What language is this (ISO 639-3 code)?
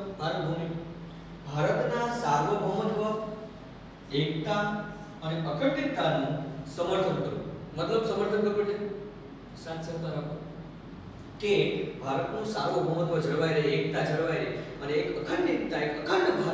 guj